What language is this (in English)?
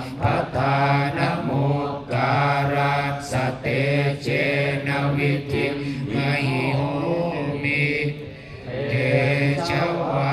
Pali